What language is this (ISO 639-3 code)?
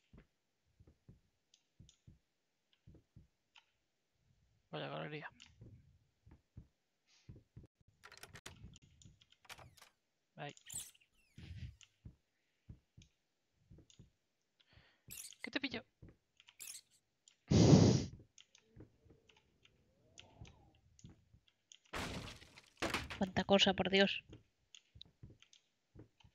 spa